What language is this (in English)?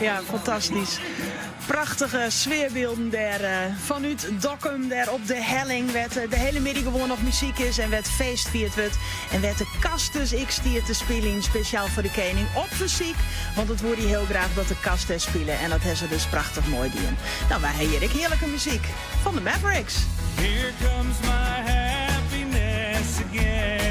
Western Frisian